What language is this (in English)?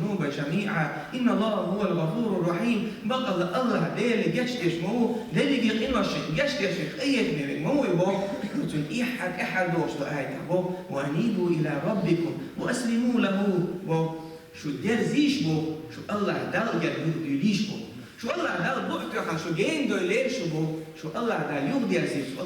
Chechen